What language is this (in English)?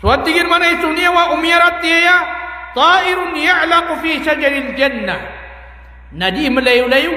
Maranao